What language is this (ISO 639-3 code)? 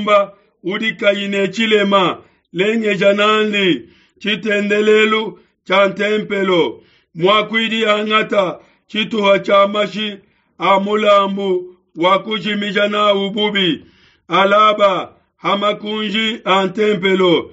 lua